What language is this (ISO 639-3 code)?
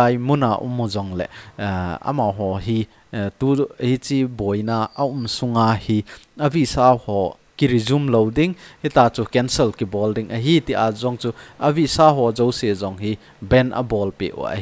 tcz